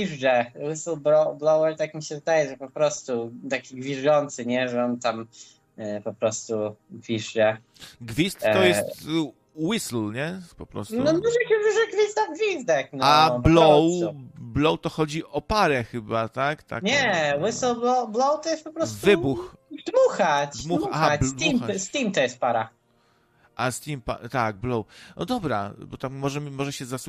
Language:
Polish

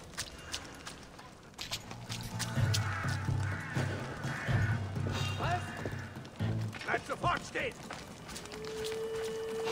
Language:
German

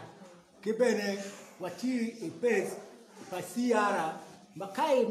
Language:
Acoli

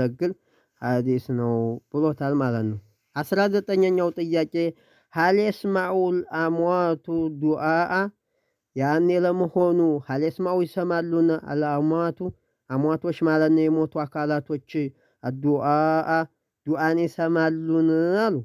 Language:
Amharic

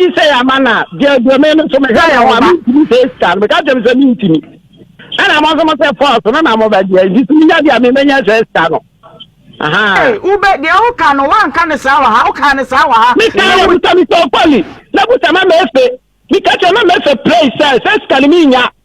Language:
Akan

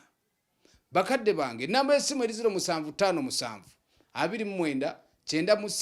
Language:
Ganda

